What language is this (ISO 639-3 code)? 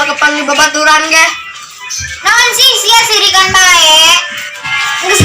sun